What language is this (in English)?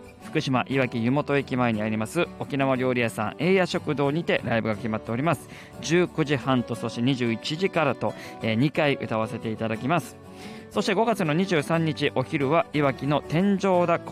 Japanese